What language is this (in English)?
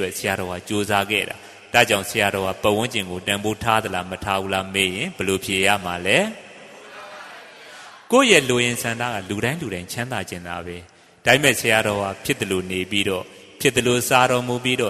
Burmese